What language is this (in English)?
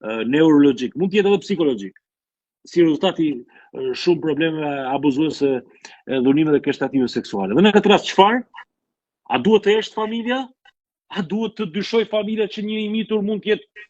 Albanian